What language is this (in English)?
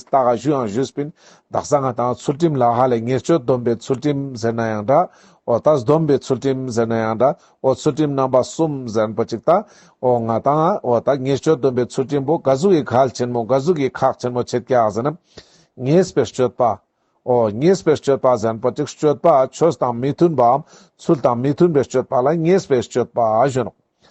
Ladakhi